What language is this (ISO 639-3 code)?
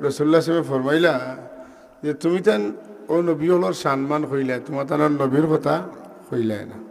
syl